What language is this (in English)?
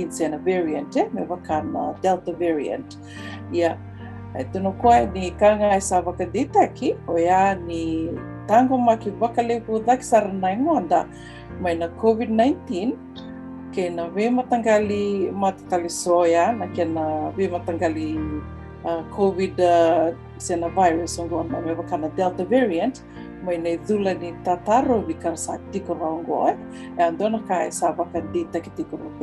Fijian